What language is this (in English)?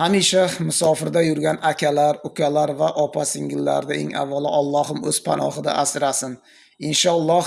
Uzbek